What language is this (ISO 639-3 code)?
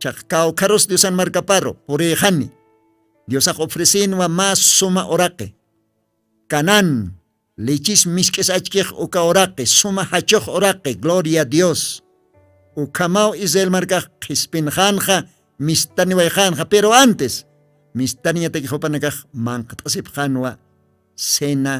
aym